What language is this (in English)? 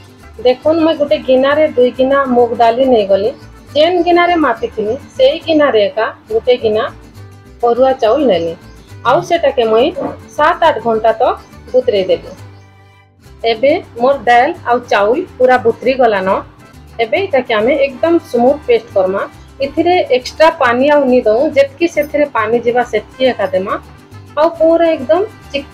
Sambalpuri